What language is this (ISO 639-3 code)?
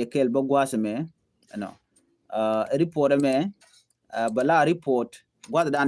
nus